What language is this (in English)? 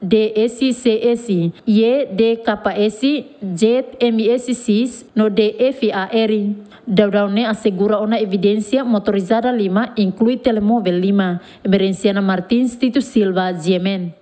Tetum